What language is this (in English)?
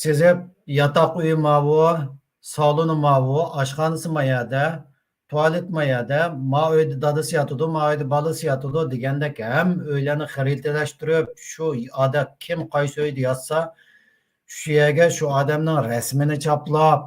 Uyghur